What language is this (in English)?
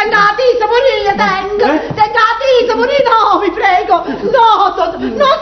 Neapolitan